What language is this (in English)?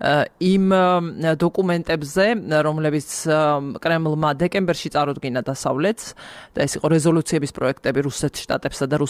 Georgian